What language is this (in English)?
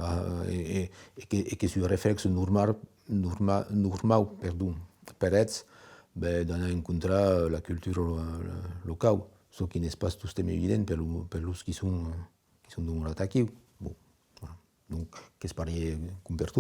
Occitan